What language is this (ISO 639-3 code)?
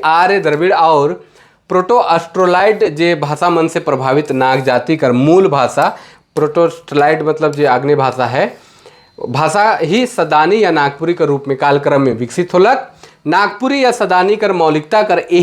sck